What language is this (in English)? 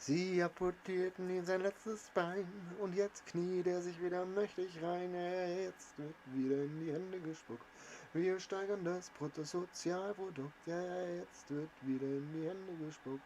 Bavarian